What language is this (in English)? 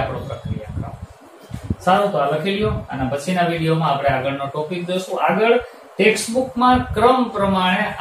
Gujarati